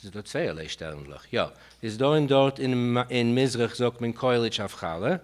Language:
Yiddish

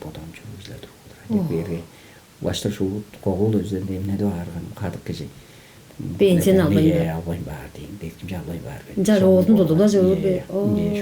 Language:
Tuvinian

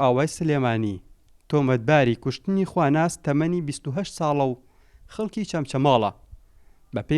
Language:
Central Kurdish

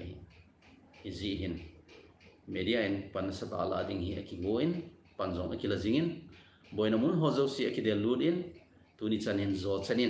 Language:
Thado Chin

